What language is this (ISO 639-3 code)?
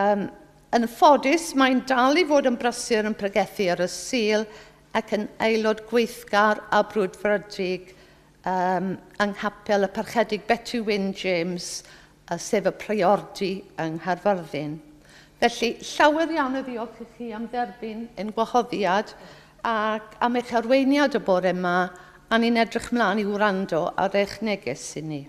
cym